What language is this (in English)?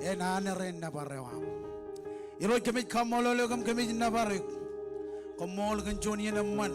Marshallese